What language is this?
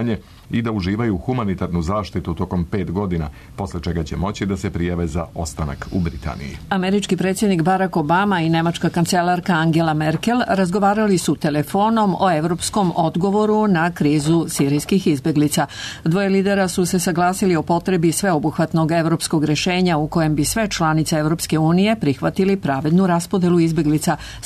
Serbian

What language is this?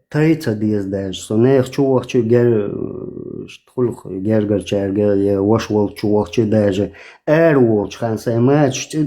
Chechen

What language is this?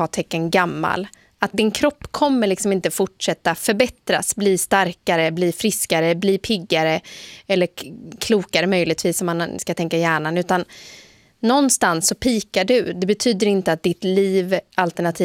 Swedish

